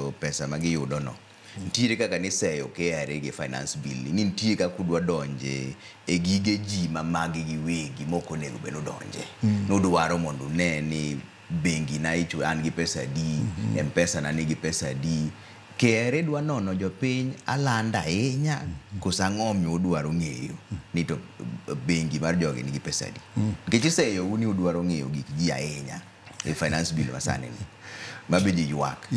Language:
Luo (Kenya and Tanzania)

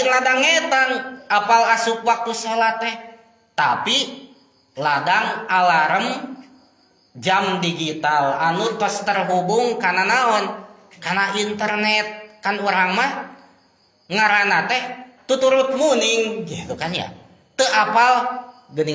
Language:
Sundanese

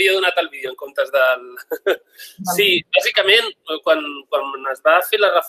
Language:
Catalan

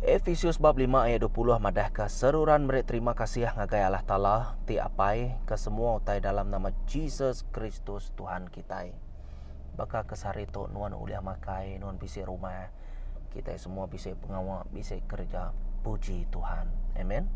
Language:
Iban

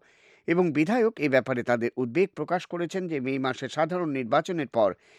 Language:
Bangla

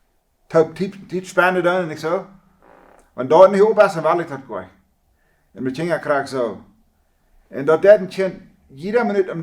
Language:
Plautdietsch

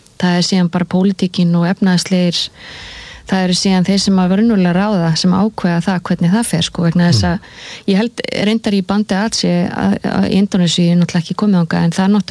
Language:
Icelandic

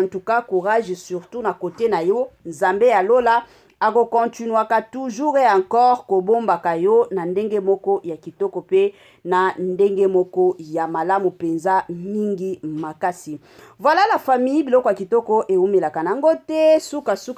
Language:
Lingala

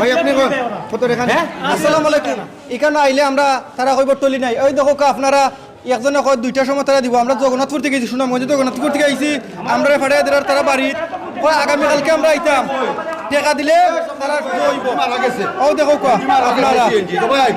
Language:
Sylheti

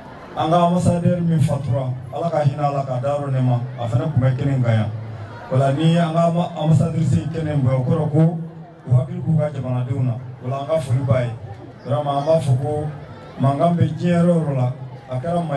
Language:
Bambara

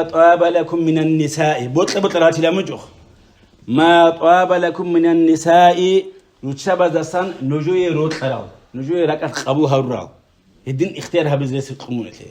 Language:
Avaric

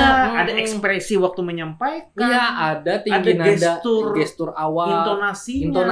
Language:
Banjar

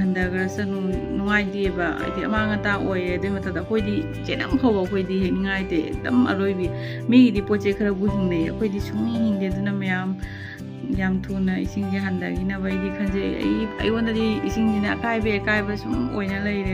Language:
Manipuri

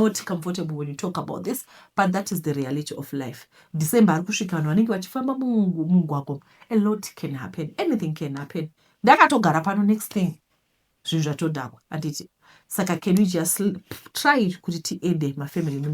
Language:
Shona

